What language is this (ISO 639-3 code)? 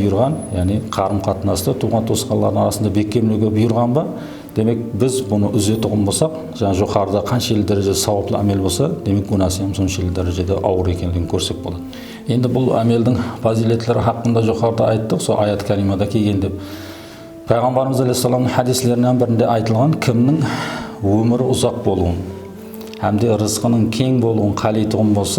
kaa